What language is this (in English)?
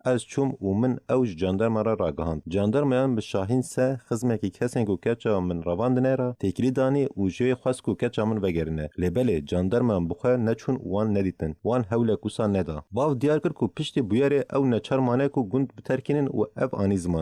Kurdish